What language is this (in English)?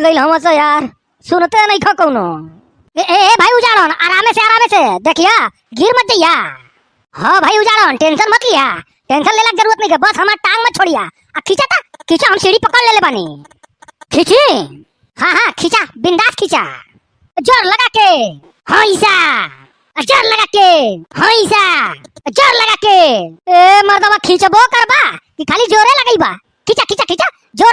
Bhojpuri